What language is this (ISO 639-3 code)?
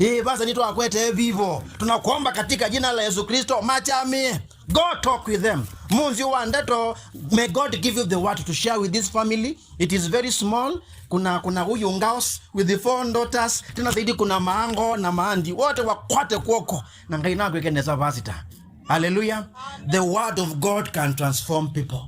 kam